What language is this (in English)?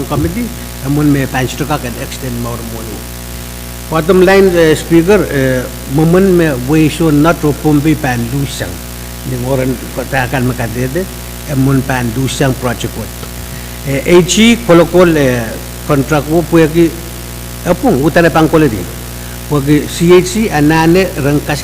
Pohnpeian